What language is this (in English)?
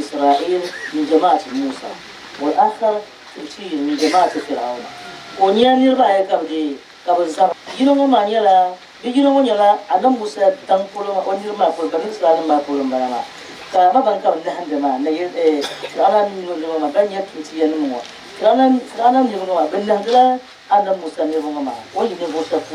Dagbani